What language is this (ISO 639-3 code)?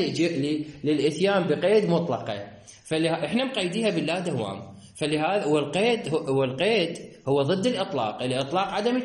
acm